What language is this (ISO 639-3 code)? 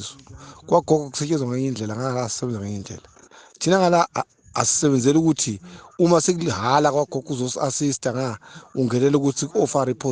zul